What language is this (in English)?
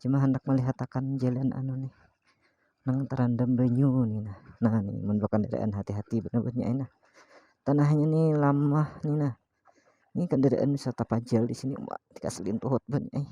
Banjar